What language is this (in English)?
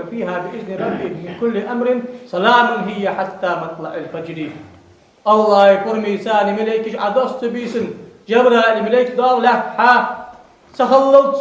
Ingush